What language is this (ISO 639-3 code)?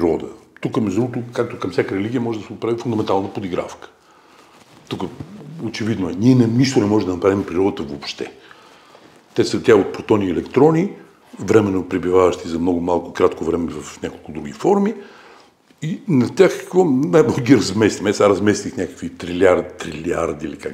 bul